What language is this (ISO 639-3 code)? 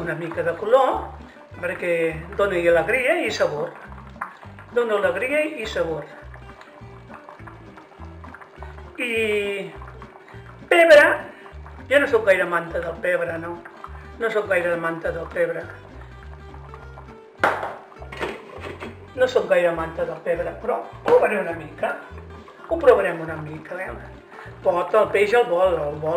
cat